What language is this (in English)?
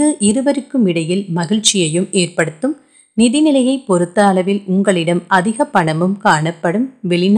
Tamil